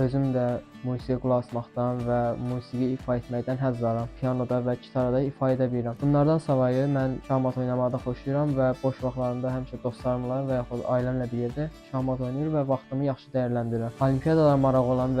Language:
Azerbaijani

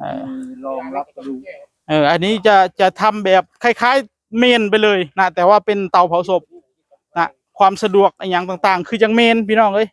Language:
Northeastern Thai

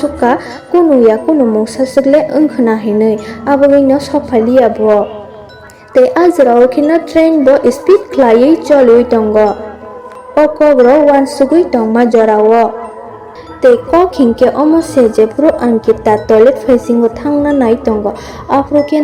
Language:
Kok Borok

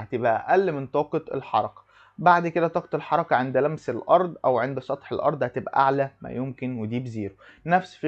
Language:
Egyptian Arabic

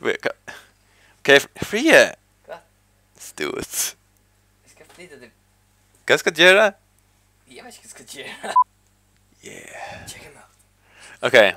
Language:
Faroese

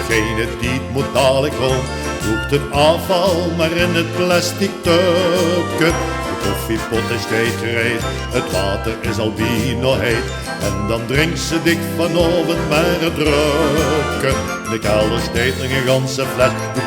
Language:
Limburgish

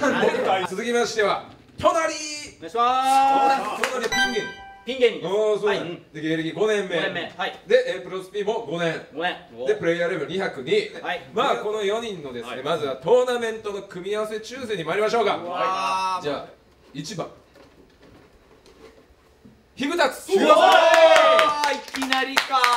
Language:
Japanese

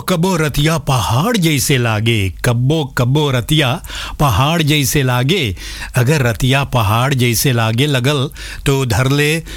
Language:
Bhojpuri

